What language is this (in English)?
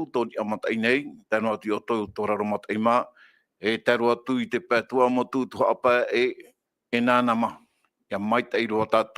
Tahitian